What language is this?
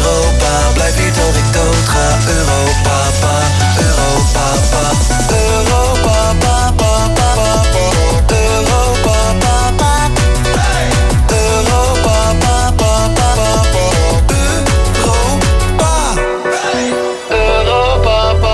Dutch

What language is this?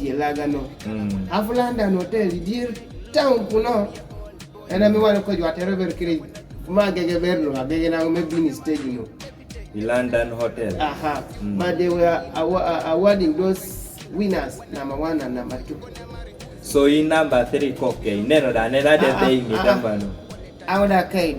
Kumam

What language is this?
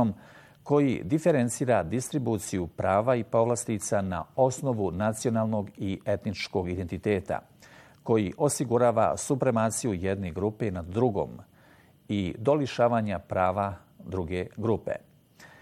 Bosnian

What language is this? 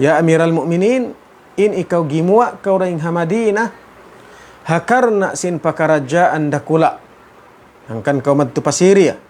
Tausug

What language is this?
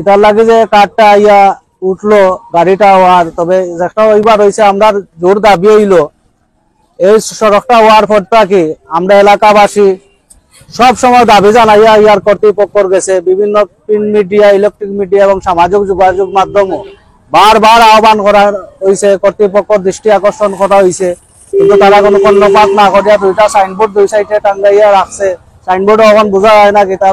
Sylheti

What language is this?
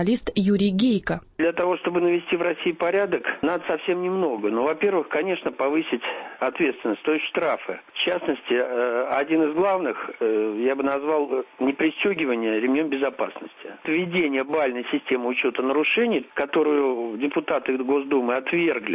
Russian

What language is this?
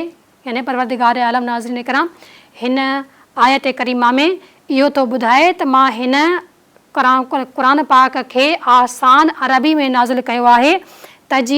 Sindhi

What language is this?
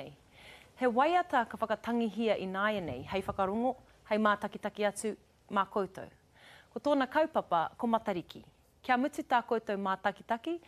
Māori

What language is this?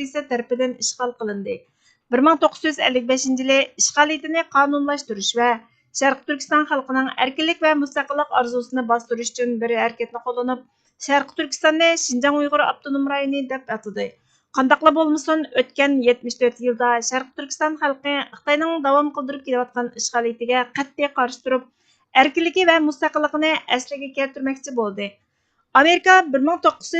Uyghur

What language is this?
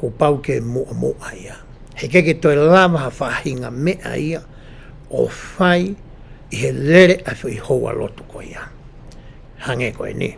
Tongan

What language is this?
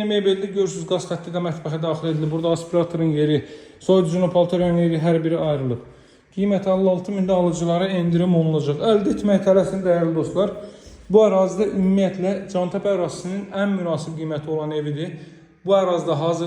Azerbaijani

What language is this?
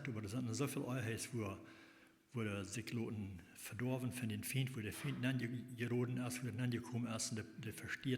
Plautdietsch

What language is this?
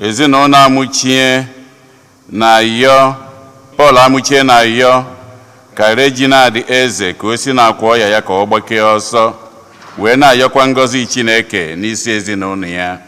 Igbo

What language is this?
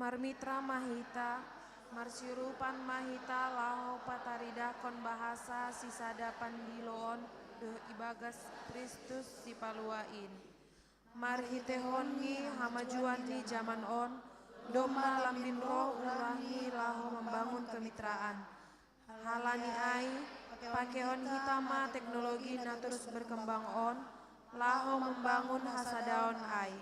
Batak Simalungun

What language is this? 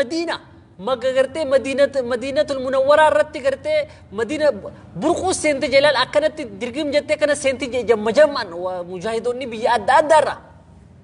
Oromo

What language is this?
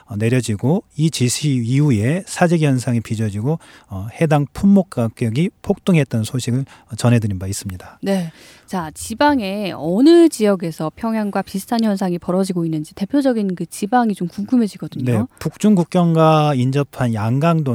Korean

